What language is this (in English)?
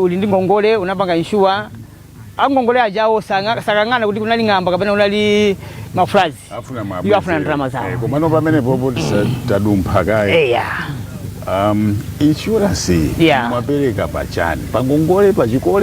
Nyanja